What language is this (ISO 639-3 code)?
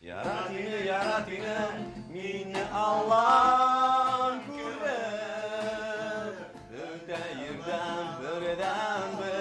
bak